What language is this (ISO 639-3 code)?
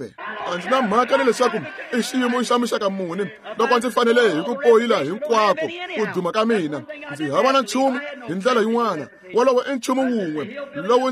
tso